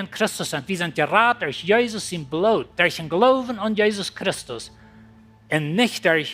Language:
Plautdietsch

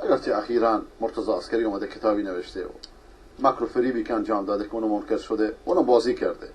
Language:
Persian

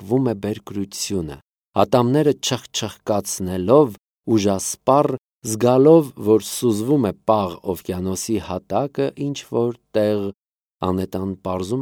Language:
Armenian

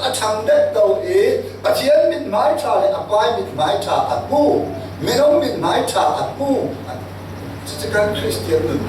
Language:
Falam Chin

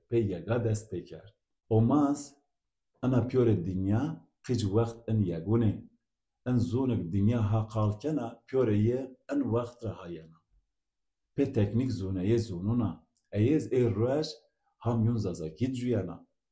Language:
Zaza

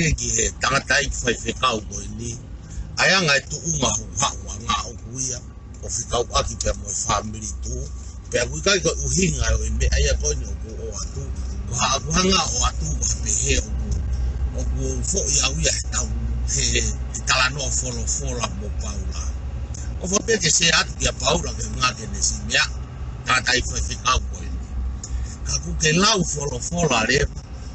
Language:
Tongan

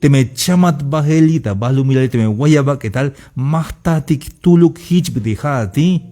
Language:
Tzeltal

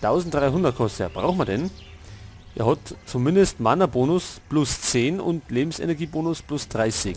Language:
Bavarian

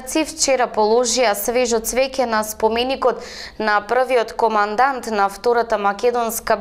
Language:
Macedonian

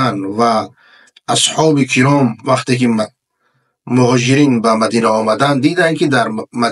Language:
Persian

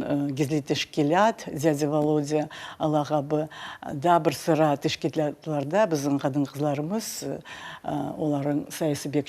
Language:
Crimean Tatar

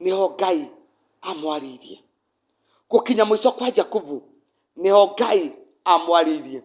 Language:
Kikuyu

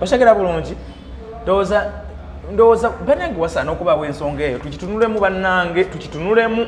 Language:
Ganda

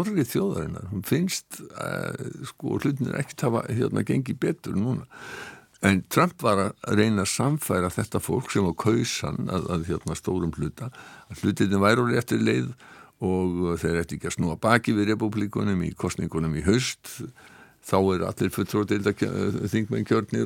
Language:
Icelandic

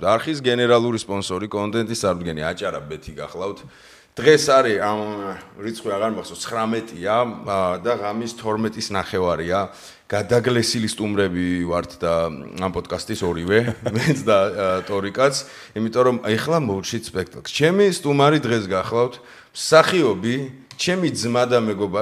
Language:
Georgian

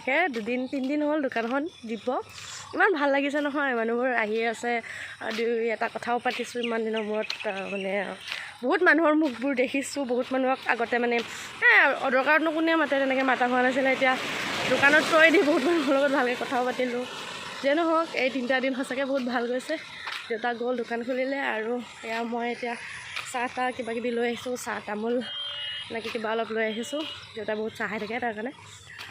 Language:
Assamese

